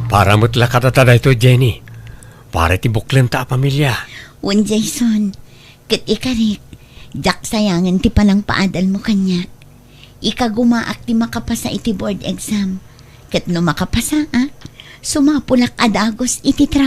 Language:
Iloko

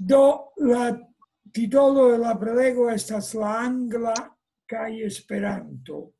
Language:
Esperanto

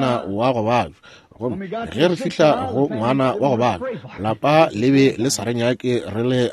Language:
Northern Sotho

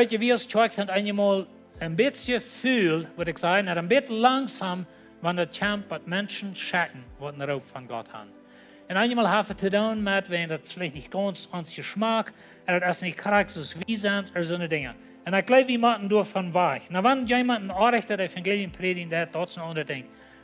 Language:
Plautdietsch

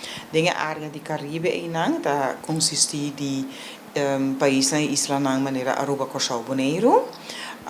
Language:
Papiamento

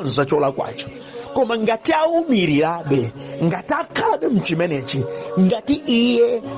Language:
Nyanja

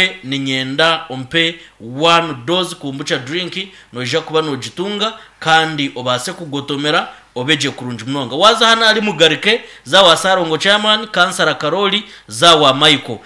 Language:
Nyankole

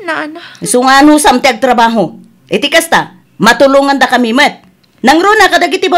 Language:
Iloko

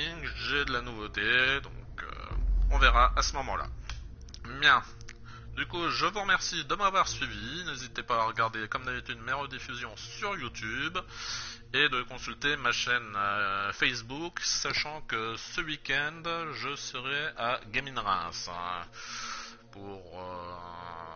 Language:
French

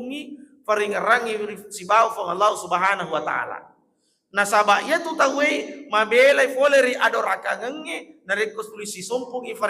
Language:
Buginese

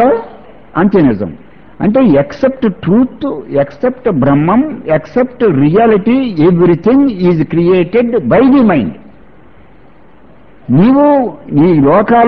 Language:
Telugu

